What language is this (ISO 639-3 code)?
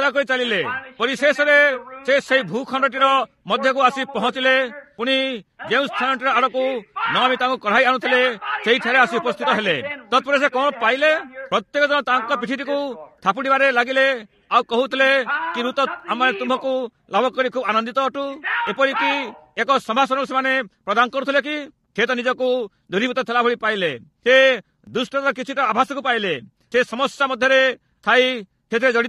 ori